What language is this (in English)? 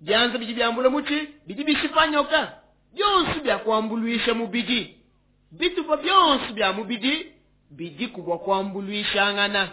Luba-Lulua